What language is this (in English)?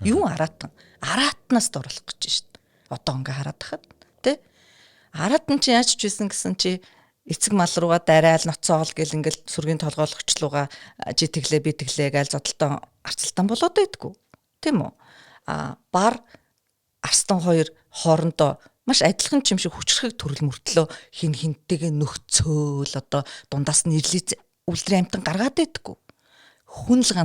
Mongolian